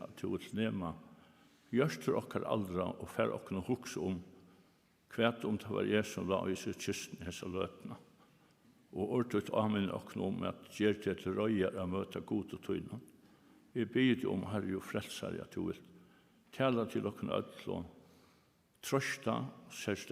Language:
Faroese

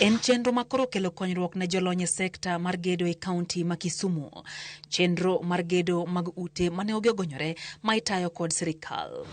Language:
Luo (Kenya and Tanzania)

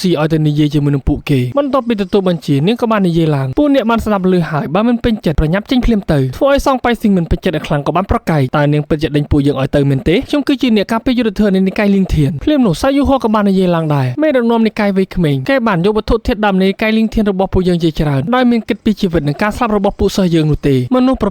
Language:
Khmer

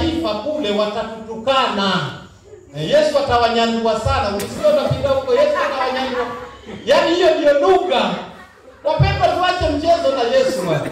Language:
Swahili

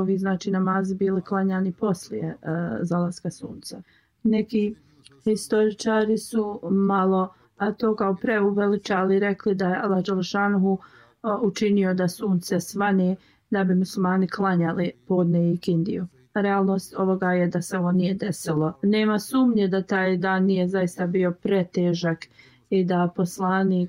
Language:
Bosnian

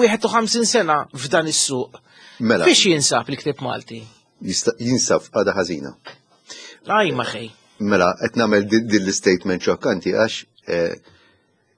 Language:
Maltese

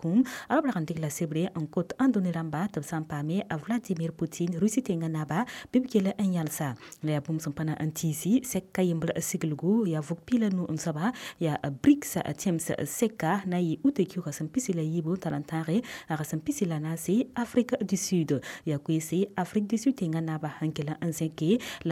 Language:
Mossi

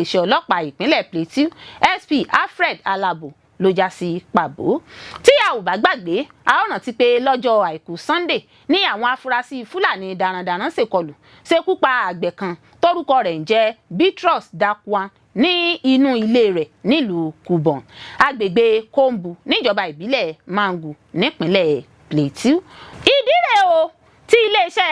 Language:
Yoruba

